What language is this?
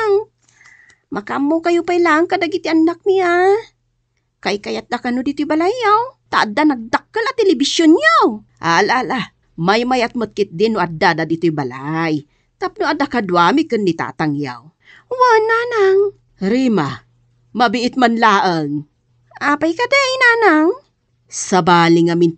Iloko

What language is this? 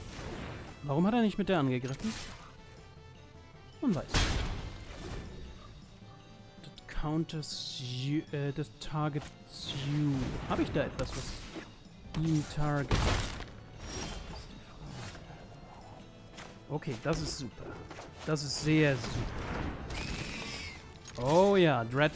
German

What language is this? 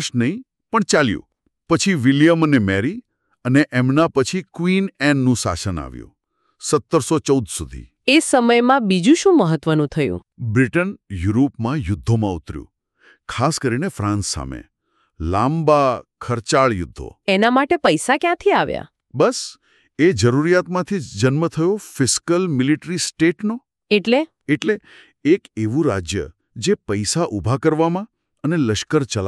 Gujarati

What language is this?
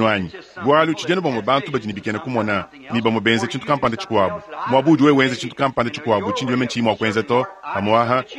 Luba-Lulua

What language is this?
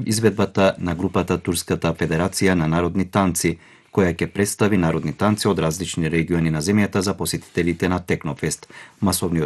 Macedonian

